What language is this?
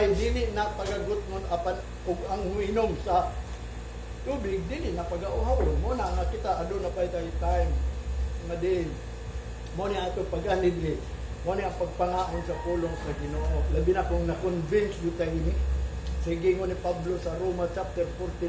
Cebuano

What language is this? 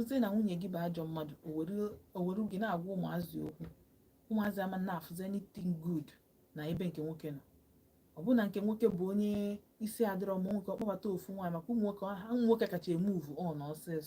Igbo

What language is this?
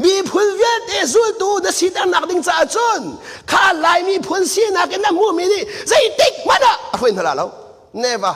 Hakha Chin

